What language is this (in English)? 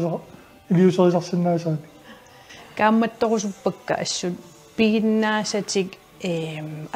Kalaallisut